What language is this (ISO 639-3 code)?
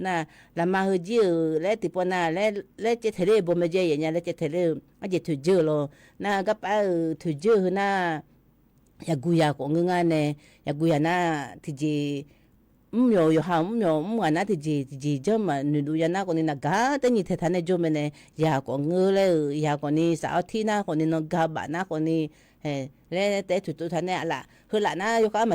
ahk